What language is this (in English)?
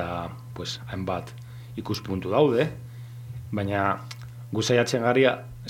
Basque